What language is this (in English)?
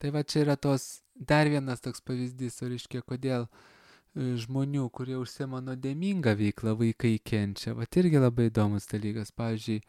Lithuanian